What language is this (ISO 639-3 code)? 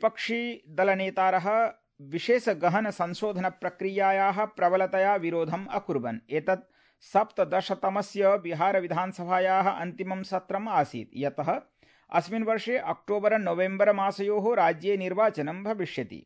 san